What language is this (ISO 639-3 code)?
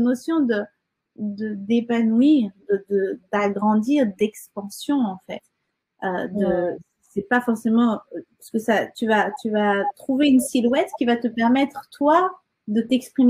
fra